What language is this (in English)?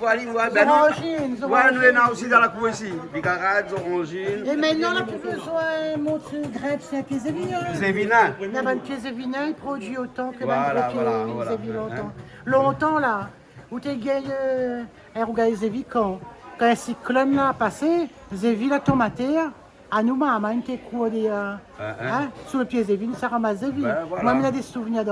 Réunion Creole French